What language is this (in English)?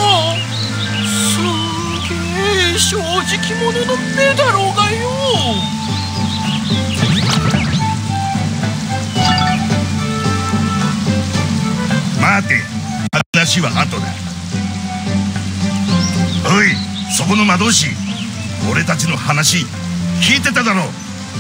Japanese